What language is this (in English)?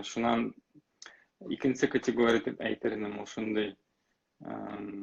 Bashkir